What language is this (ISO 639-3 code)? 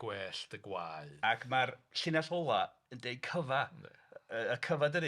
cym